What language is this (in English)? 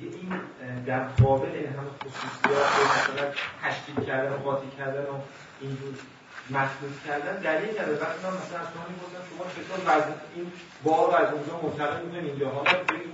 Persian